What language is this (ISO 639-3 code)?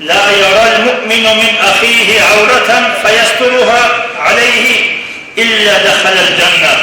ava